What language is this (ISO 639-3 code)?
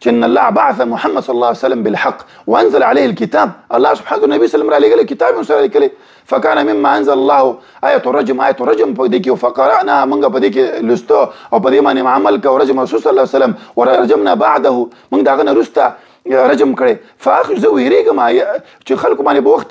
pus